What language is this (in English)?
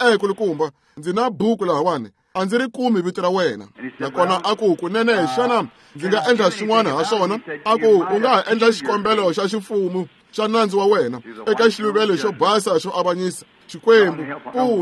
Tsonga